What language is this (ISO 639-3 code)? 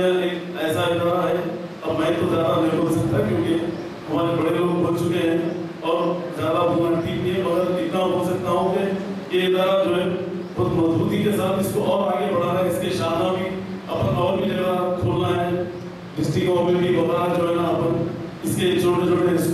urd